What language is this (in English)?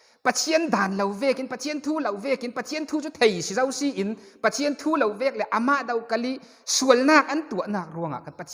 Falam Chin